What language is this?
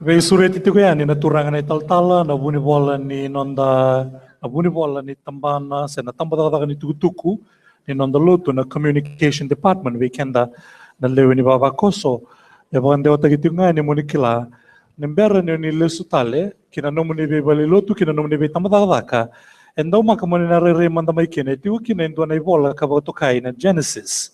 Fijian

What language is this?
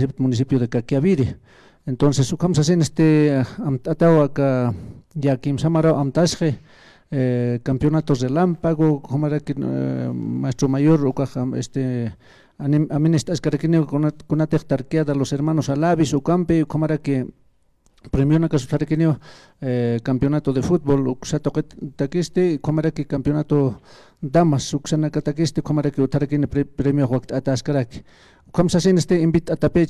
Aymara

